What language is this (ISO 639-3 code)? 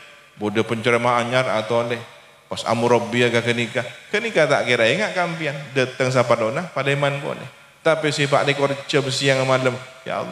mad